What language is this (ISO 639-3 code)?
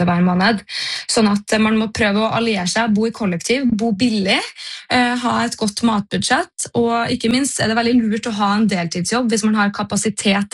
nor